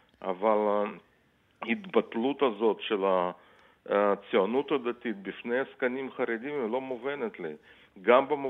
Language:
Hebrew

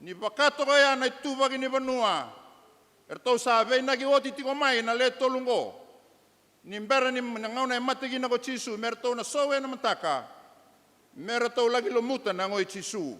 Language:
Fijian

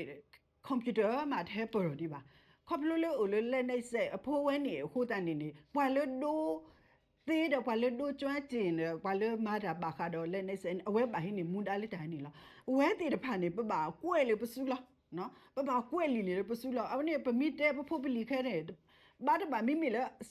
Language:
S'gaw Karen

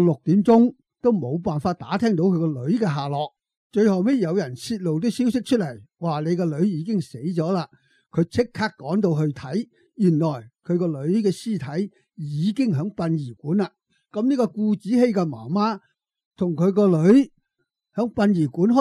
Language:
Cantonese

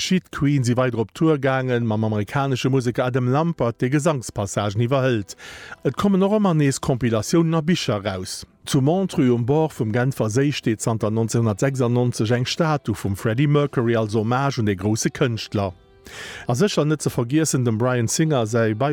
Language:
Luxembourgish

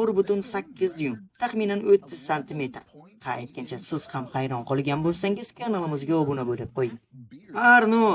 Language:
Uzbek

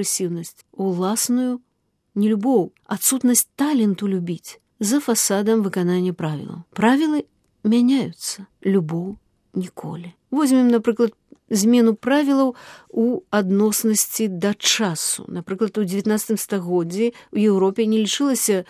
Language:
Belarusian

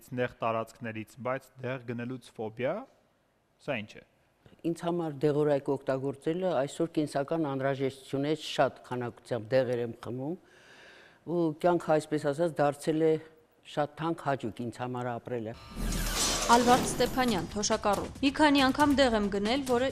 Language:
Armenian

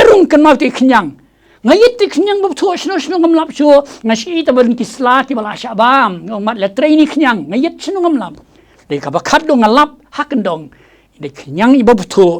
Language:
Khasi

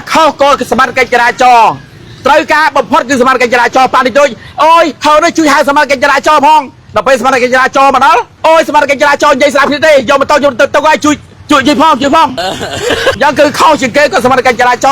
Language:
Khmer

